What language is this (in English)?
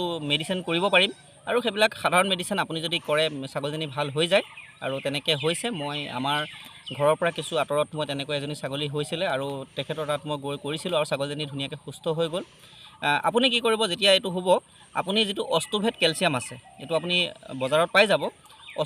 Assamese